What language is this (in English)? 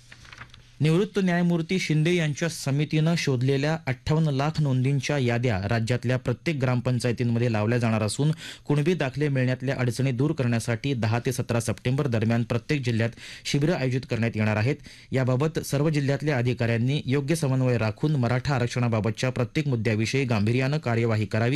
Marathi